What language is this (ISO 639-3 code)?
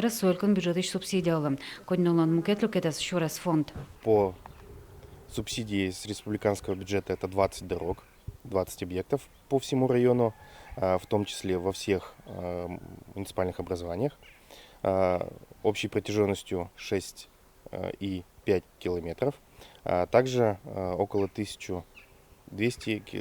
udm